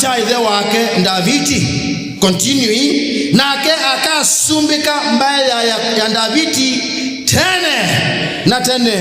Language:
Kamba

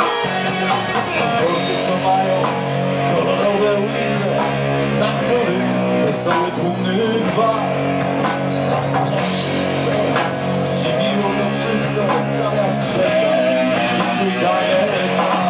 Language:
Polish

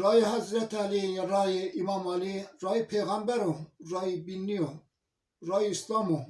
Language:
Zaza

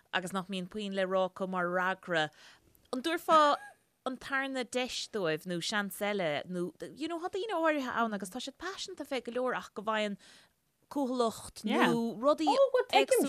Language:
Irish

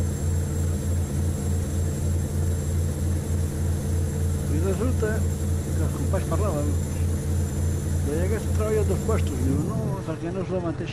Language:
Catalan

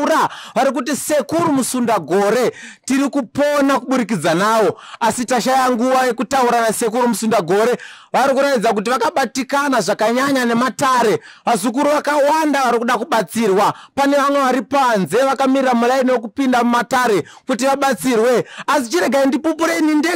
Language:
Shona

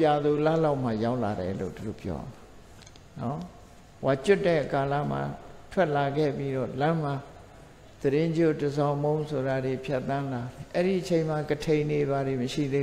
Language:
Burmese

